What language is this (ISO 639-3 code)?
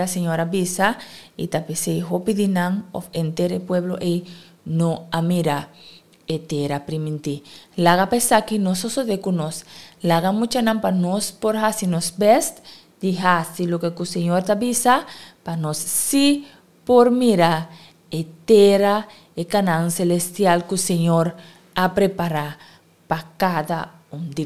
pap